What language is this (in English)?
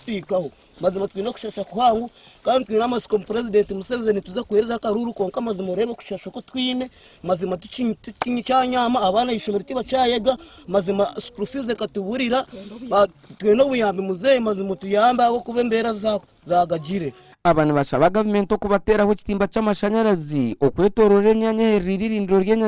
Nyankole